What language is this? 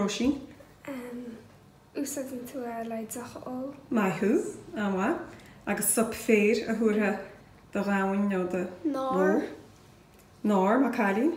Irish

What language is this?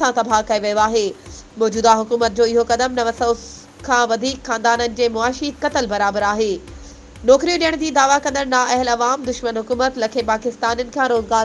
Sindhi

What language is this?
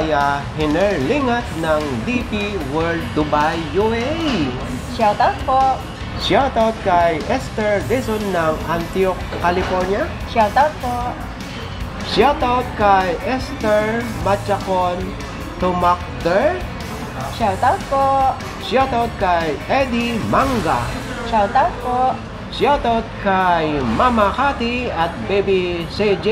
Filipino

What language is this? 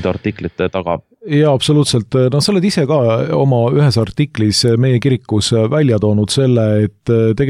Estonian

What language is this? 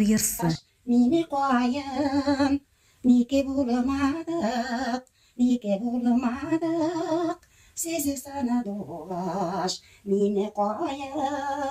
Bashkir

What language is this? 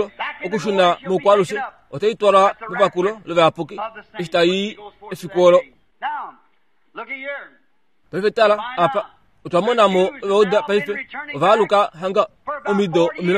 Kuanyama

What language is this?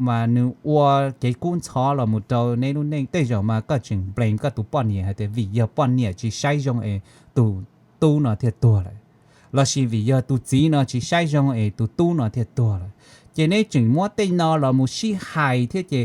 Hmong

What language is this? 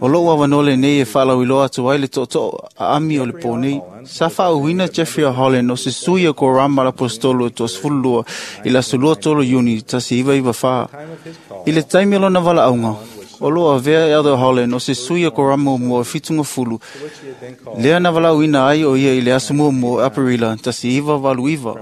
Samoan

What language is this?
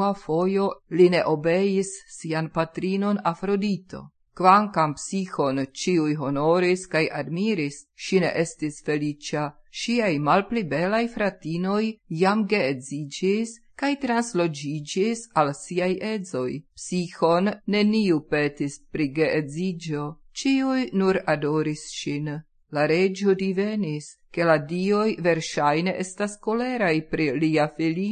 Esperanto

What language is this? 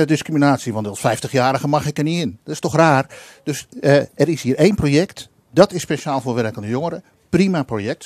Dutch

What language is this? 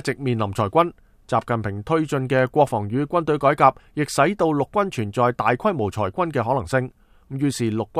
Cantonese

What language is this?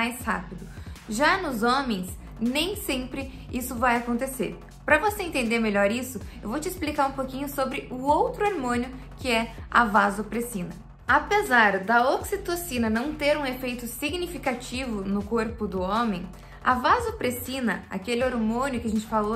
Portuguese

